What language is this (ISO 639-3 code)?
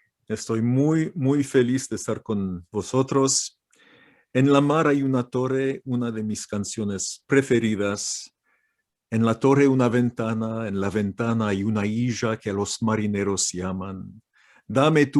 lad